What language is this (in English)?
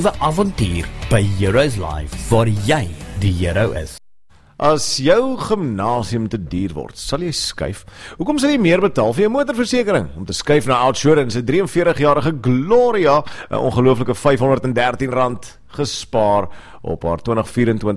Afrikaans